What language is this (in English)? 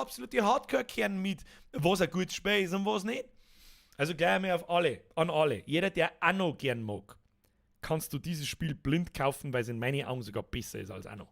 Bavarian